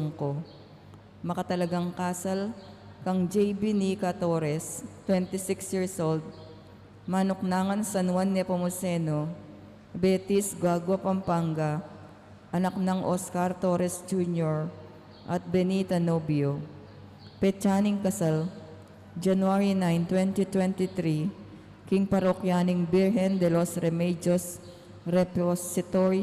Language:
Pampanga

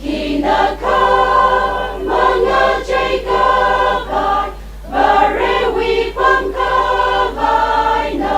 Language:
Tangkhul Naga (India)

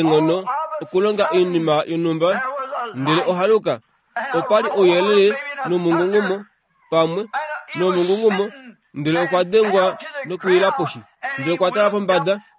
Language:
Kuanyama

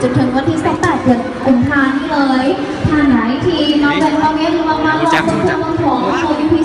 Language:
Lao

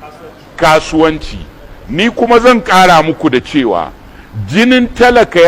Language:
Hausa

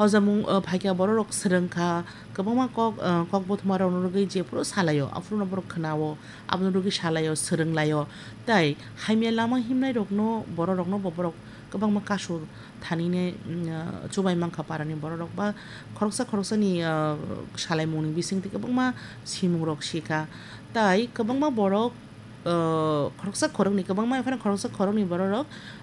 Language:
Kok Borok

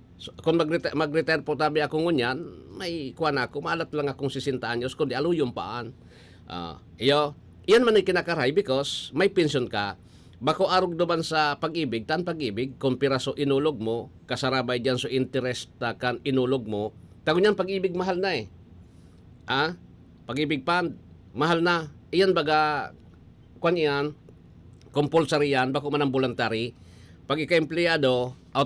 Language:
Bikol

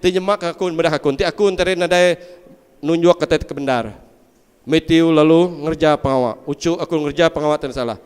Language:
Iban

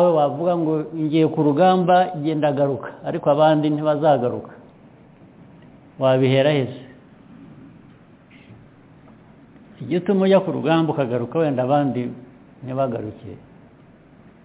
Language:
Kinyarwanda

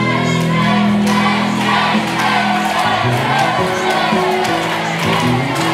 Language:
Polish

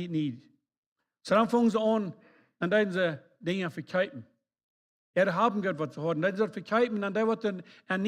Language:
Plautdietsch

